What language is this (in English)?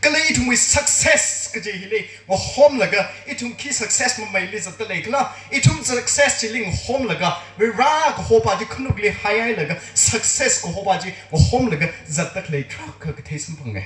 Tangkhul Naga (India)